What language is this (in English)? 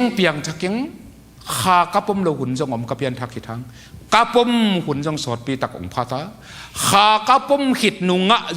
Tedim Chin